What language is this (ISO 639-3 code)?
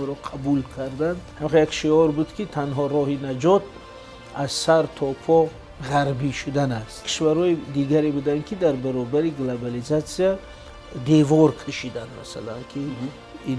tgk